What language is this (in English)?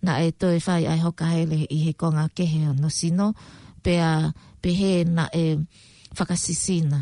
Tongan